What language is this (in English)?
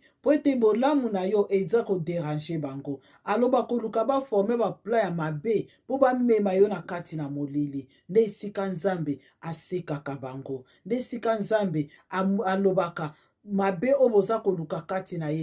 Lingala